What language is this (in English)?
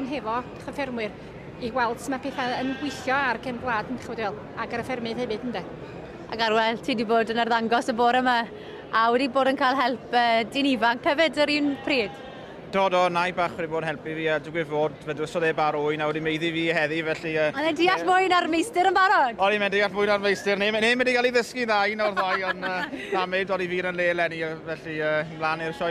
Welsh